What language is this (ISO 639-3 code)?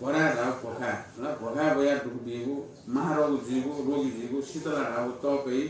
new